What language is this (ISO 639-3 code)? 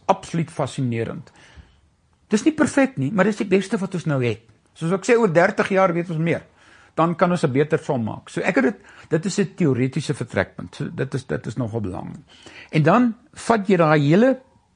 afr